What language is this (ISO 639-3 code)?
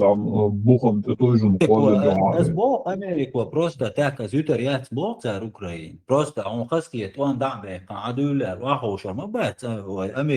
che